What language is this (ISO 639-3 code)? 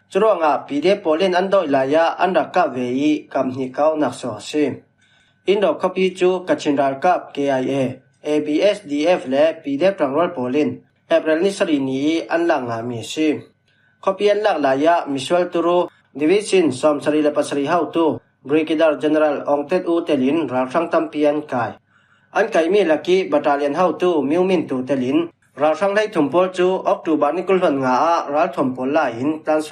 cfm